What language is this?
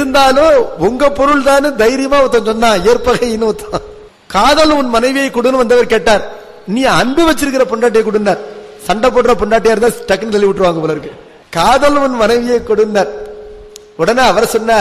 Tamil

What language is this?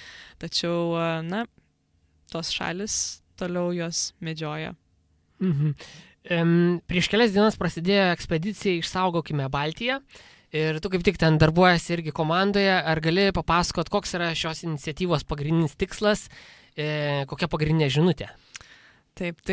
Lithuanian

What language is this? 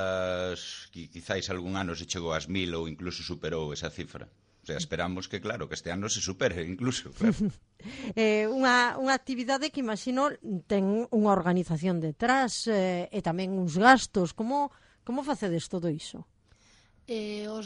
Galician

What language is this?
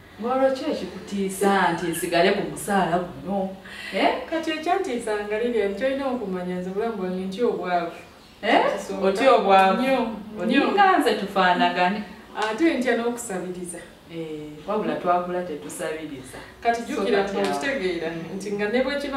Ganda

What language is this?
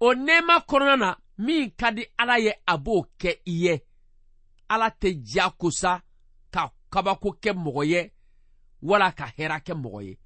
Bambara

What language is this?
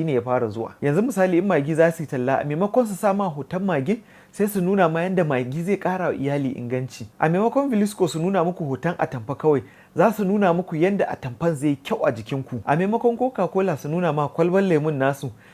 Hausa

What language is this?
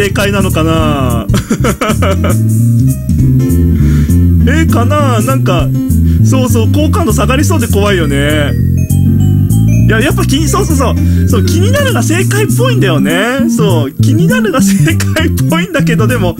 Japanese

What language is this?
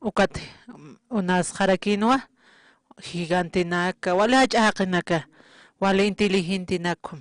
Aymara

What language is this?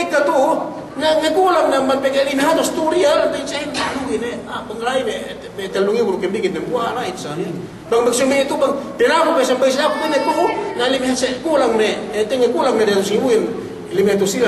Yakan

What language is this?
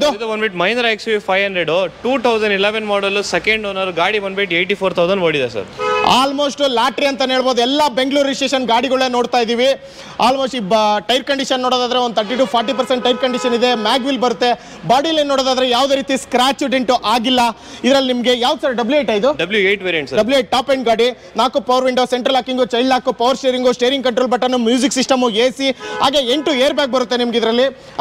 Kannada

